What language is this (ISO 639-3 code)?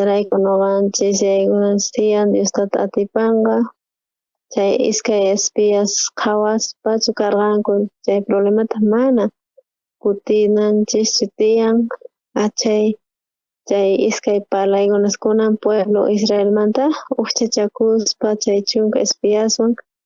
quh